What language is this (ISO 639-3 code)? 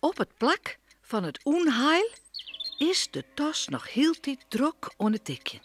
fry